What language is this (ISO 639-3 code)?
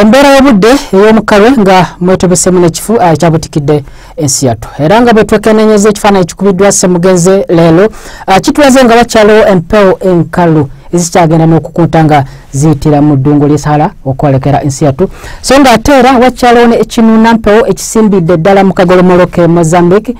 lug